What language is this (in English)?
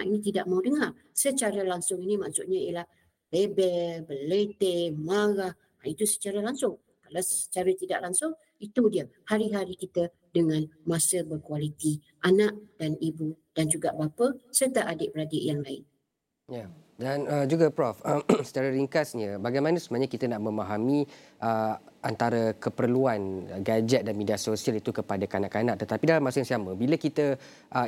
Malay